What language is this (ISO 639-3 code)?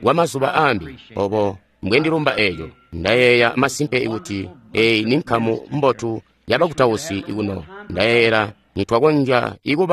toi